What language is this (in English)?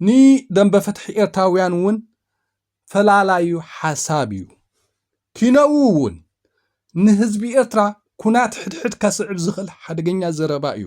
Tigrinya